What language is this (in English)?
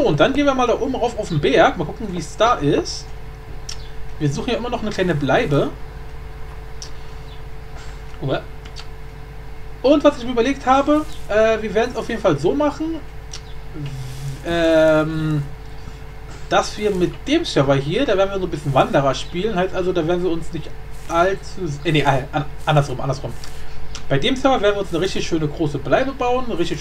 German